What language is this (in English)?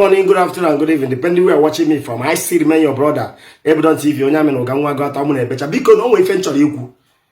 Igbo